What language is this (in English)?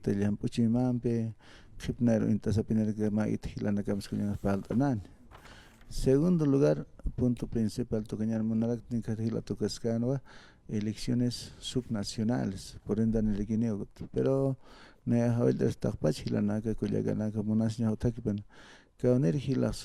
Aymara